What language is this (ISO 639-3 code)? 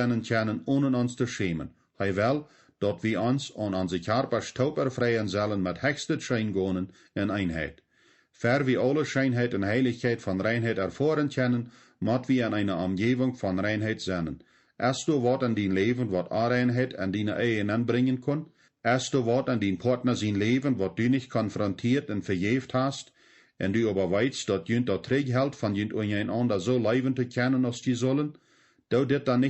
pdt